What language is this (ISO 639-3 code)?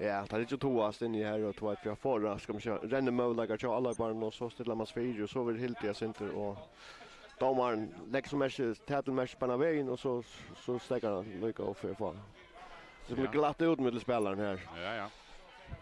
fao